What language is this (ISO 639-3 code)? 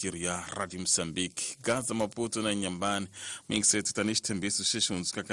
tso